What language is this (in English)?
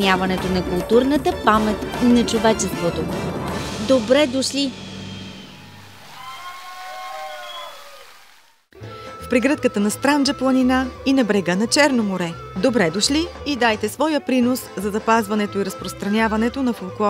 Bulgarian